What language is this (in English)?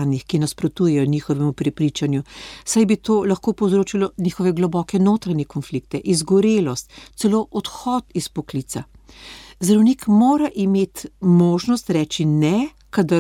Slovenian